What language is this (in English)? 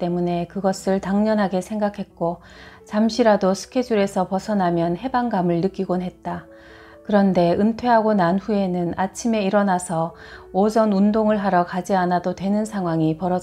Korean